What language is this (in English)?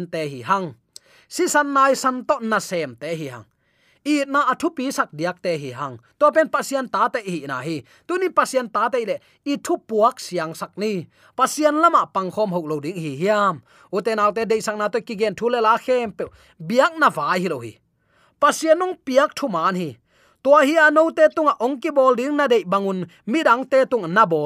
Tedim Chin